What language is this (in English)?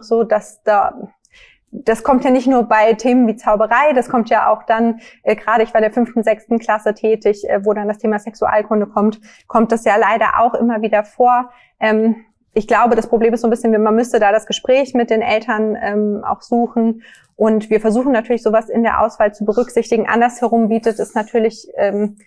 German